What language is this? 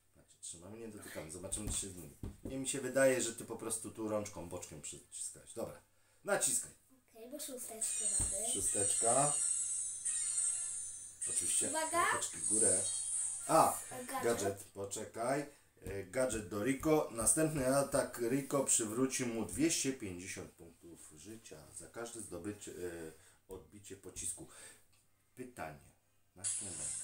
Polish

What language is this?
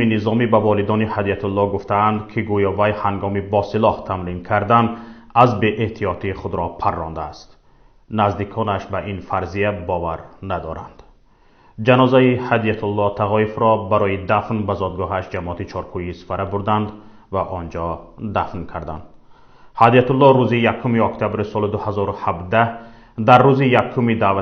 Tajik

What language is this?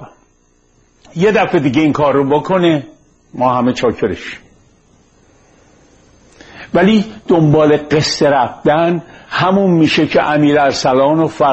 Persian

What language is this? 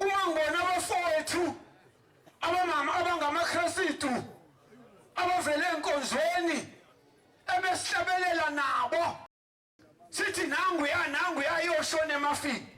Zulu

